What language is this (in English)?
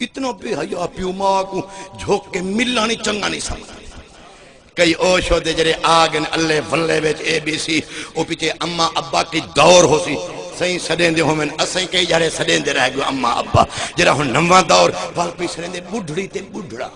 Saraiki